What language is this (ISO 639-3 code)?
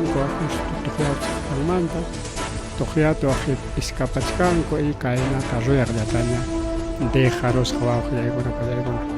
quy